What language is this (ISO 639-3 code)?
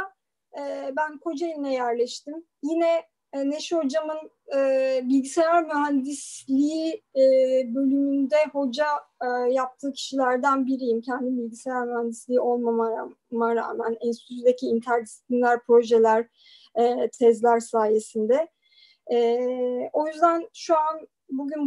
tur